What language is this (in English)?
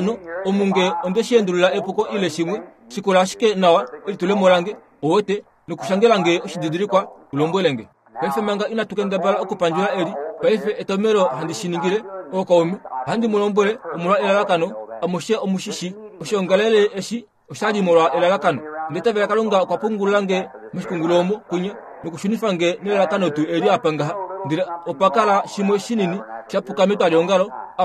Kuanyama